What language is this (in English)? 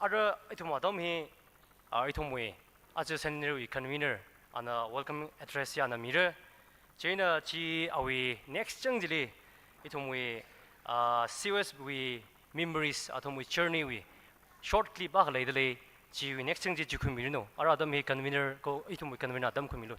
Tangkhul Naga (India)